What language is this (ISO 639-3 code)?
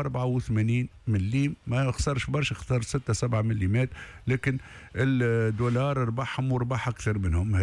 aeb